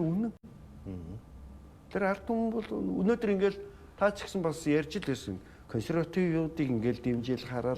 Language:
Mongolian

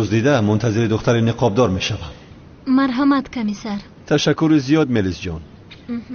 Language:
Tajik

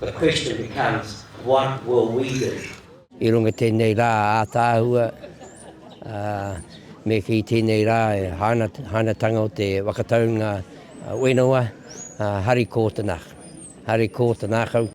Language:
Māori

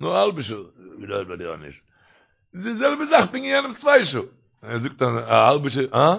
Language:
Yiddish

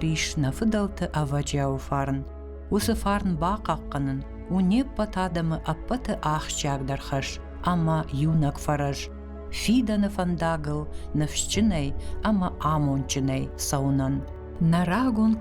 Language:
Ossetic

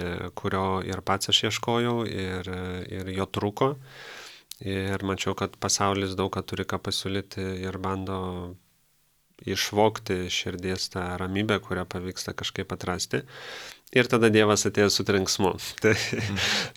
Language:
Lithuanian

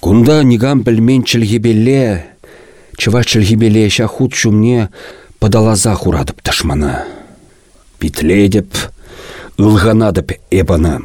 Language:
Chuvash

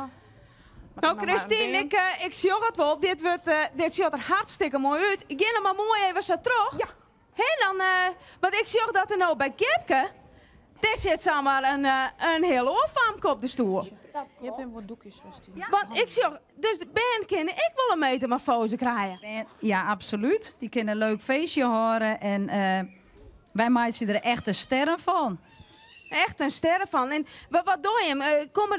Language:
Western Frisian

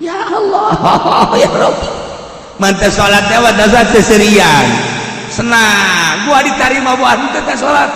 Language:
Sundanese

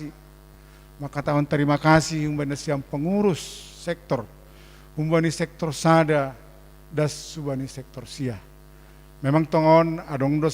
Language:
Batak Simalungun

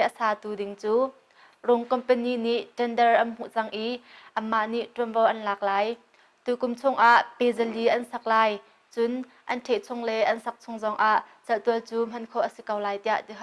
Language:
Hakha Chin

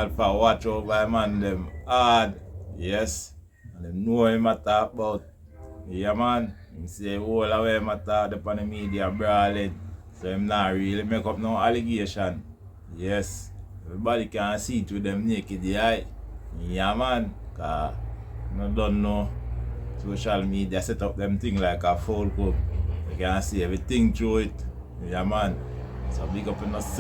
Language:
Jamaican Creole English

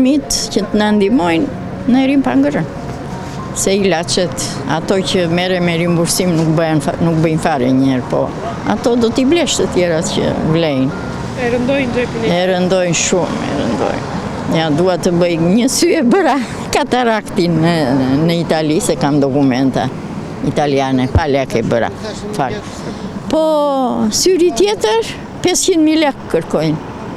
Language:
Albanian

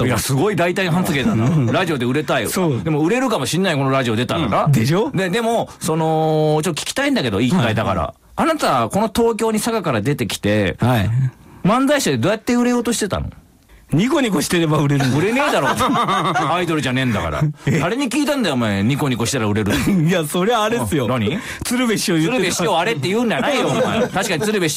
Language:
Japanese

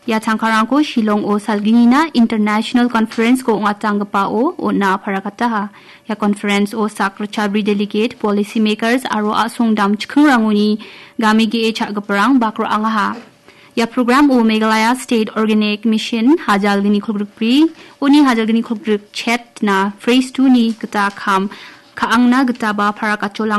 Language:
Garo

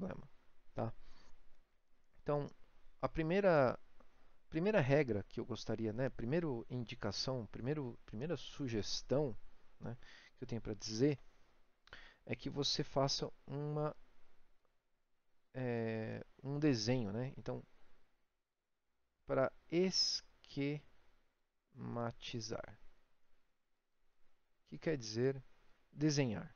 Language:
Portuguese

